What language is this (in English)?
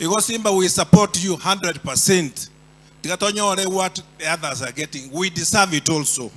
Gusii